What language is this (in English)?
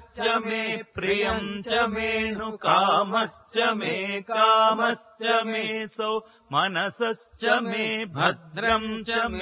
Sanskrit